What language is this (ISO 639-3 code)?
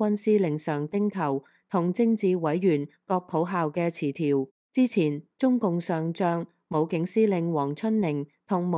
yue